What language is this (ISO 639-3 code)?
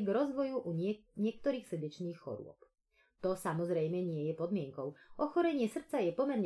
slk